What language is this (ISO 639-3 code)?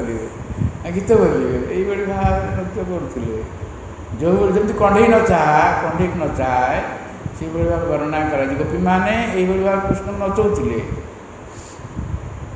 ori